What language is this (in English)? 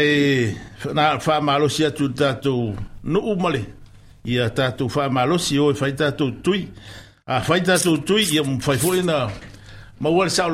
Samoan